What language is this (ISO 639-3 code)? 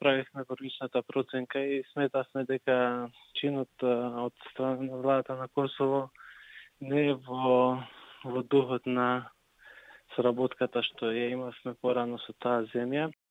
mkd